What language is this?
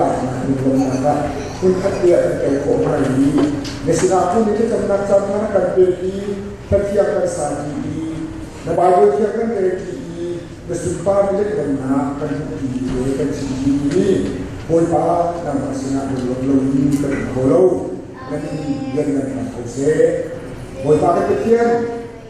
Hakha Chin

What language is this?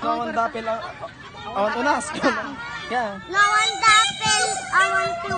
Iloko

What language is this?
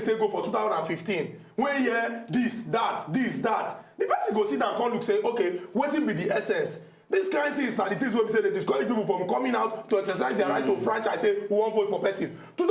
Nigerian Pidgin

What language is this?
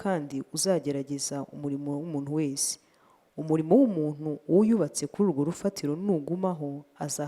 Kinyarwanda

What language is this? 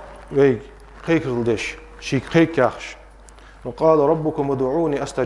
Ingush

